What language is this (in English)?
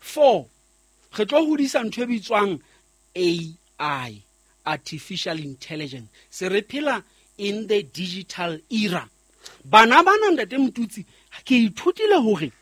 Southern Sotho